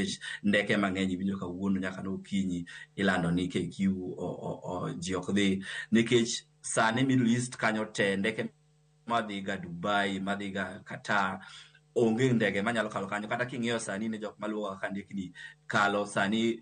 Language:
Luo (Kenya and Tanzania)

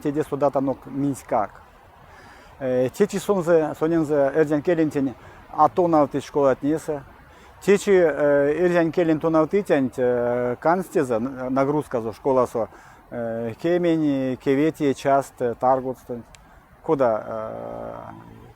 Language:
Erzya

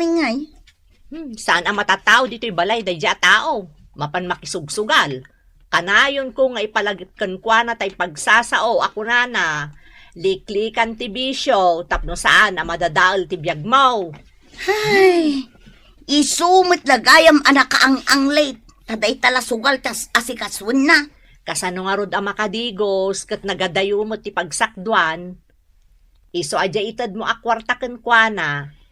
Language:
Iloko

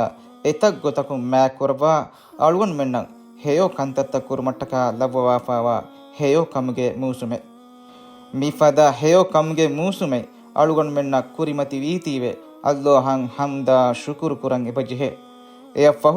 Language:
Divehi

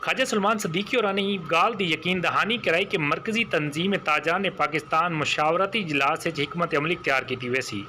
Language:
Saraiki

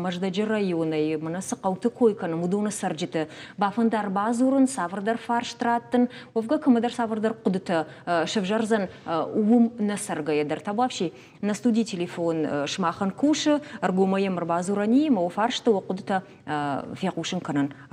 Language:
Ossetic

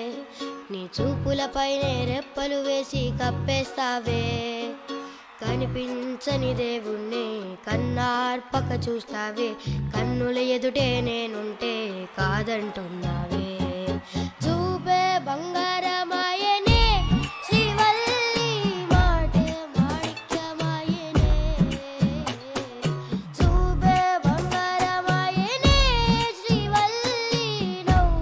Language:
Telugu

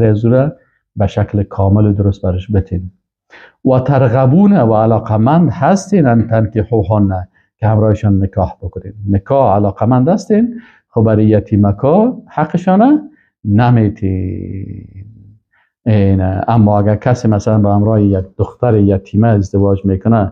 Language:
Persian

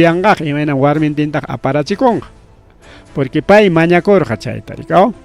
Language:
Ayacucho Quechua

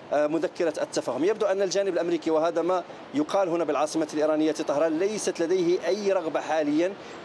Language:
Arabic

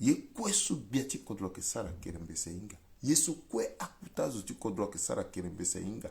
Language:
Sango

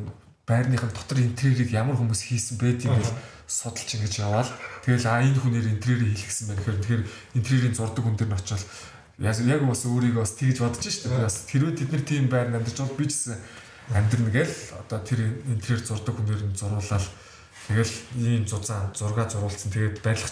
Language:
Mongolian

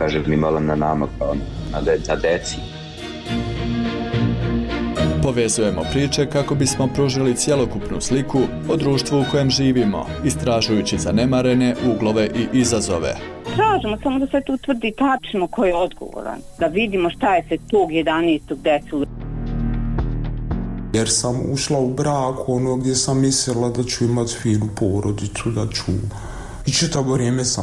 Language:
Bosnian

